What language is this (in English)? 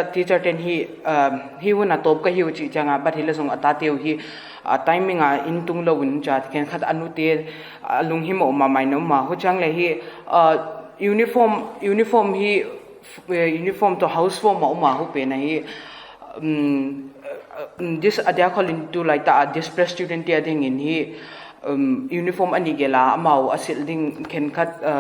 Paite Chin